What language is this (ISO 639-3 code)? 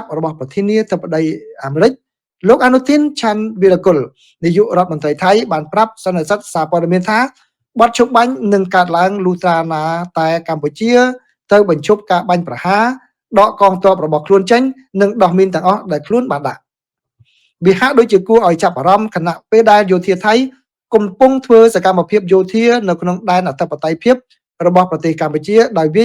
khm